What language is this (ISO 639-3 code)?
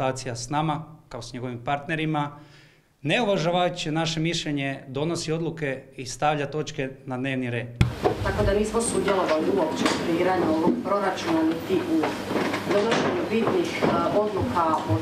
hrv